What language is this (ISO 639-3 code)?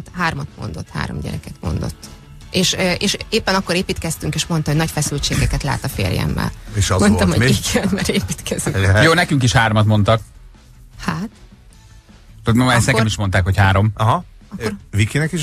hun